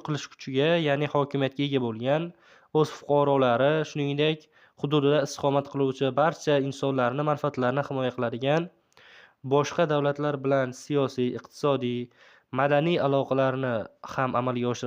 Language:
Uzbek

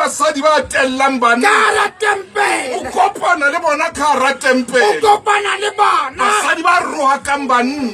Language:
Southern Sotho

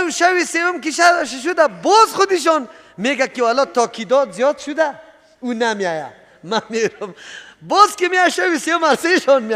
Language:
Persian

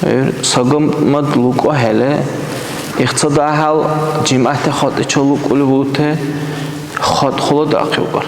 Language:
Dargwa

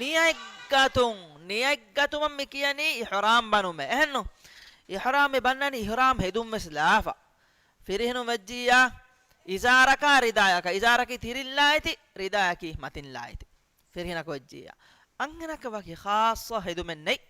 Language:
Divehi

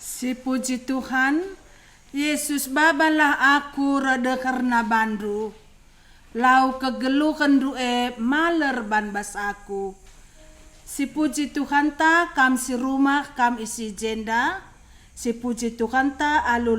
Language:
Batak Karo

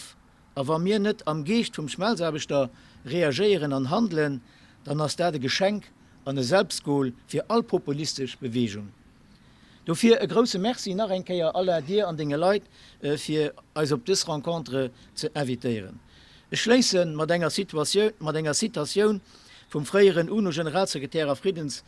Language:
Luxembourgish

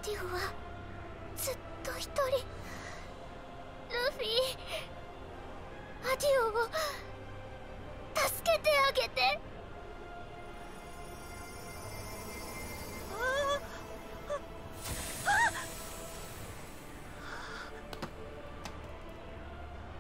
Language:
Japanese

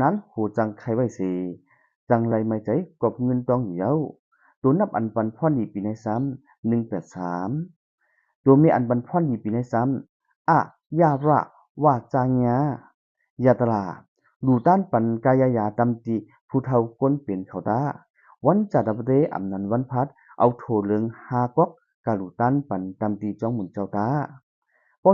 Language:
Shan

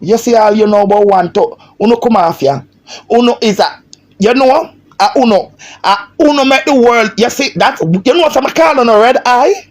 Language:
Jamaican Creole English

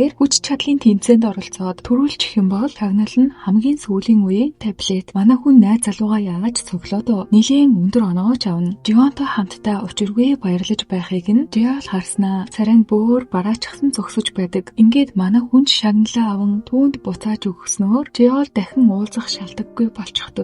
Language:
Mongolian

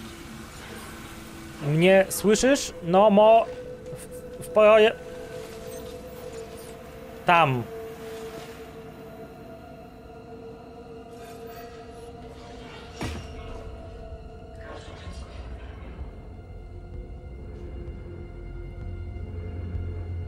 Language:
Polish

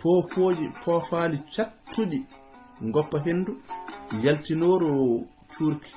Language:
Fula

